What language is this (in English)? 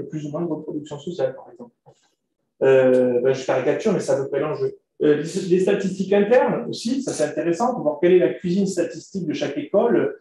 French